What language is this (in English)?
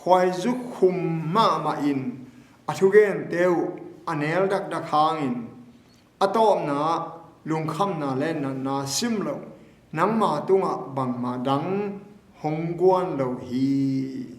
Tedim Chin